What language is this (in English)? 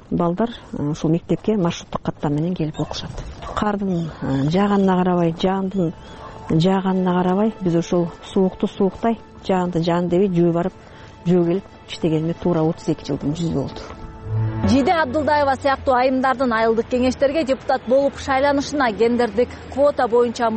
Kyrgyz